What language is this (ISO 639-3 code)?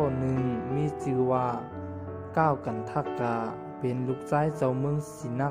shn